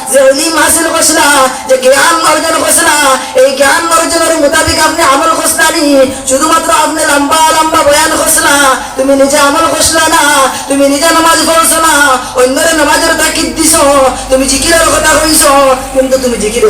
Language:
Sylheti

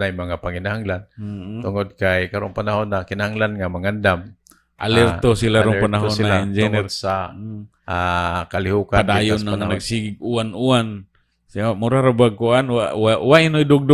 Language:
Cebuano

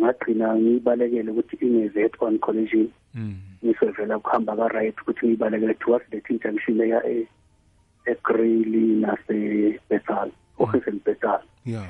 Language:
South Ndebele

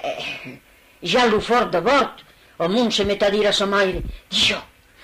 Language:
Occitan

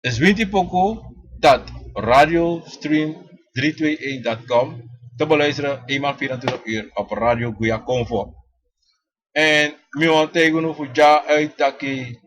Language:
Sranan Tongo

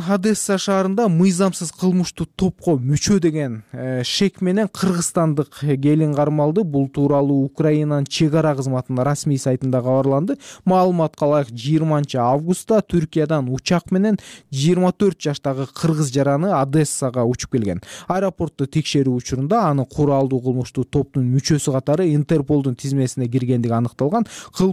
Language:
Kyrgyz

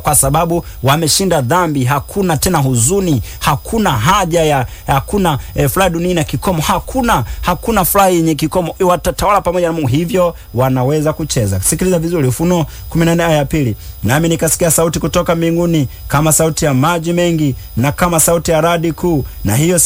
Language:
Swahili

